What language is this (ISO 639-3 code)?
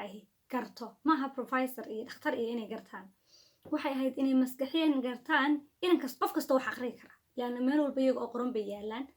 som